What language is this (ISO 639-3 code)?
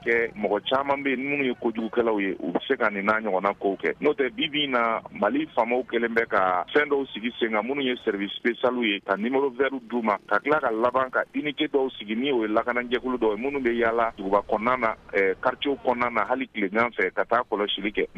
bam